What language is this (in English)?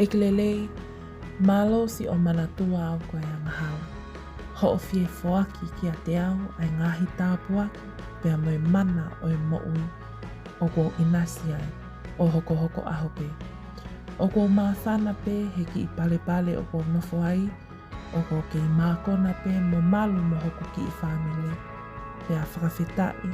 Tongan